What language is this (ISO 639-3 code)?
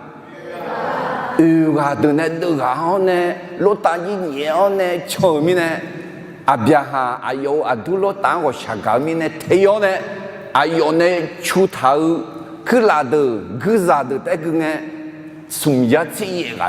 ahk